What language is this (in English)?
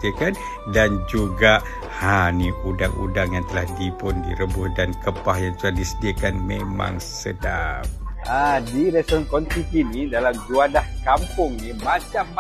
Malay